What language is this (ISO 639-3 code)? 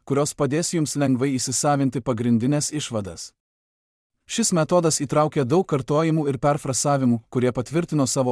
lit